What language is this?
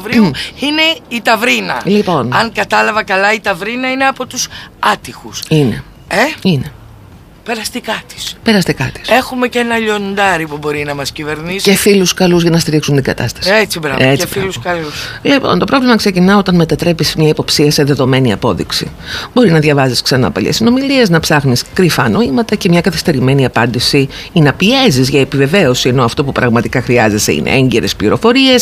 Greek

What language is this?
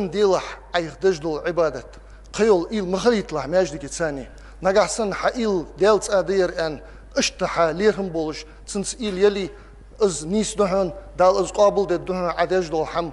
Ingush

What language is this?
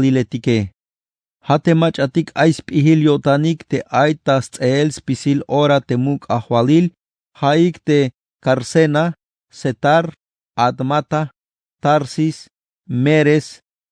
Tzeltal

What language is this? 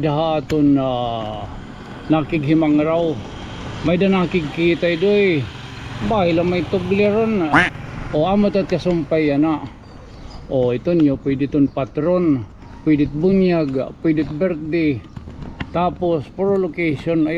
Waray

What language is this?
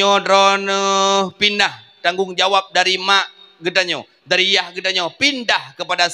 Achinese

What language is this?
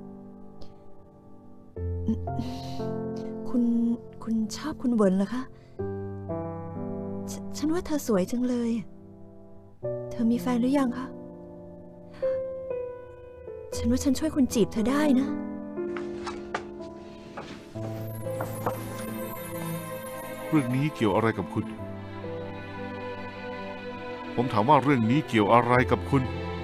Thai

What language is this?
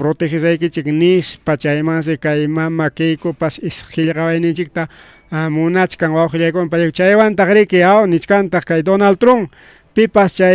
Ayacucho Quechua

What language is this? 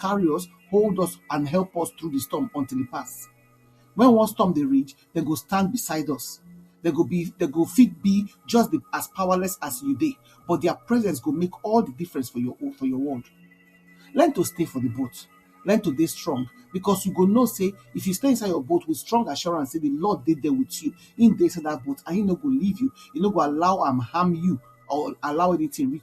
Nigerian Pidgin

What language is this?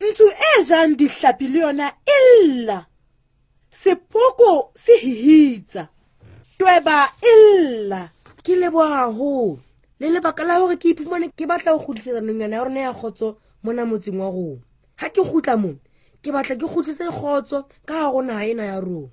Southern Sotho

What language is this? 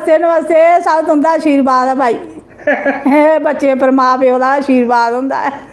Dogri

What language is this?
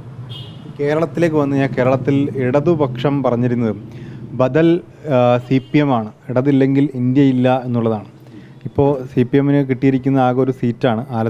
Malayalam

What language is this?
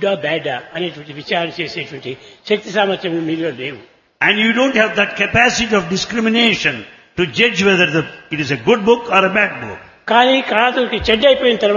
Telugu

